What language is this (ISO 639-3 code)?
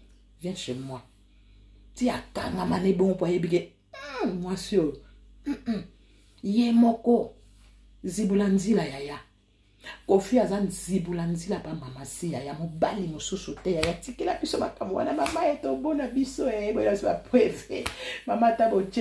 lin